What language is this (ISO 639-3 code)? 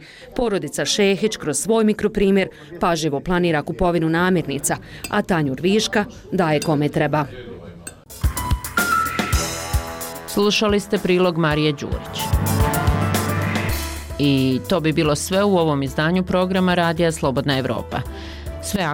bos